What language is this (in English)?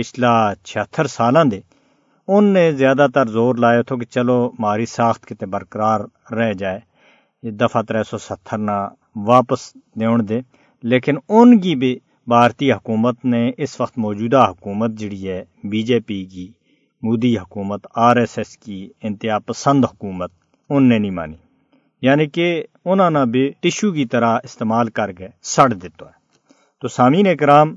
Gujari